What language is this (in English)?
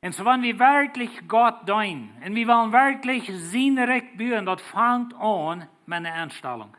Plautdietsch